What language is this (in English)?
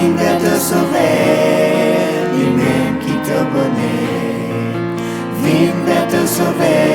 Morisyen